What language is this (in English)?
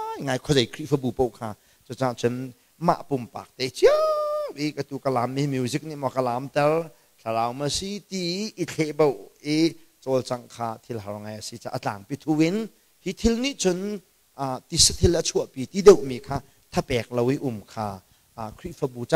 Hakha Chin